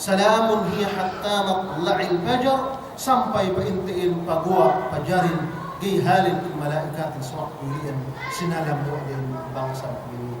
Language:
Yakan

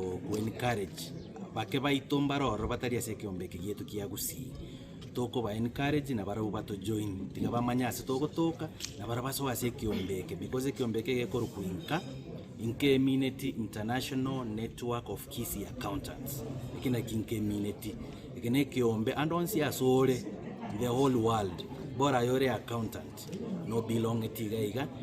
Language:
Gusii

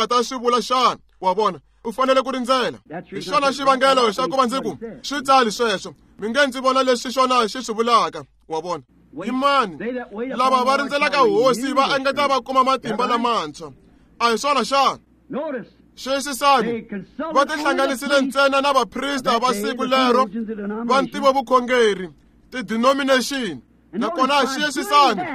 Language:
Tsonga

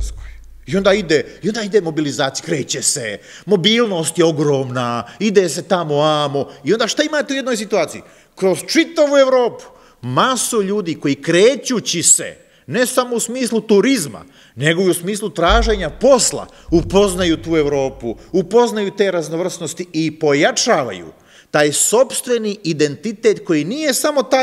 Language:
Serbian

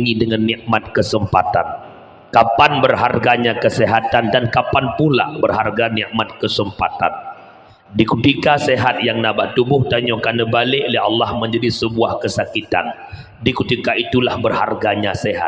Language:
Achinese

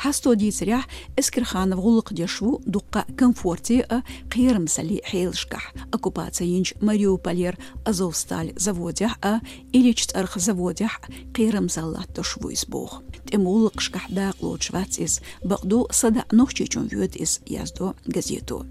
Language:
Chechen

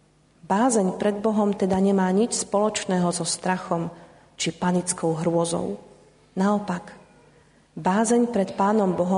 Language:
Slovak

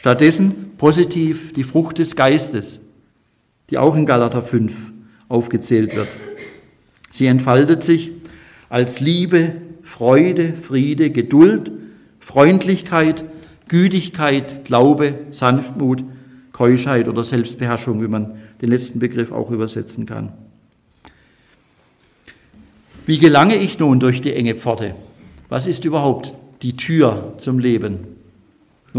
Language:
German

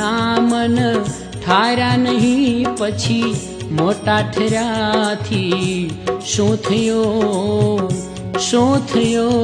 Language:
Gujarati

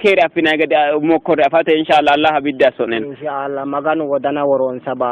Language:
Sidamo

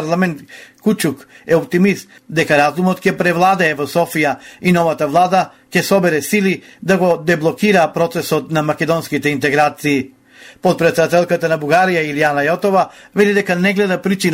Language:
Macedonian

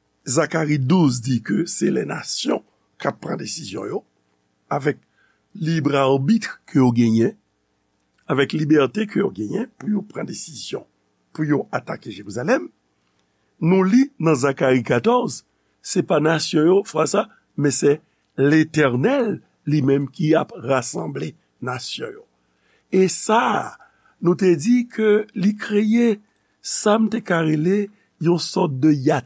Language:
Haitian Creole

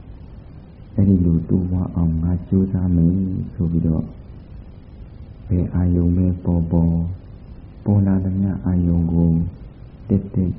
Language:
Burmese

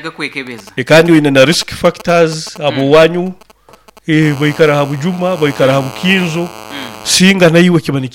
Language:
Nyoro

